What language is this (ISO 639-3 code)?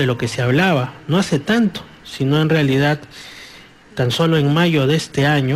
spa